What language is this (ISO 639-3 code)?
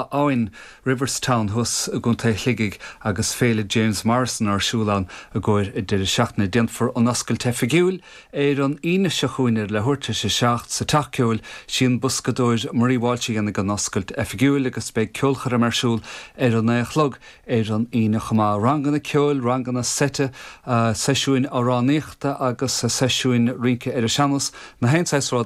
gle